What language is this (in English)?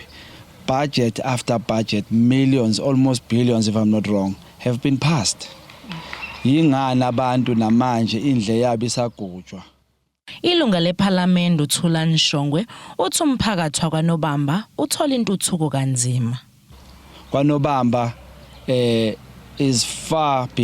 Zulu